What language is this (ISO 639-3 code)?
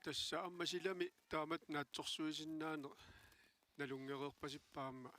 kal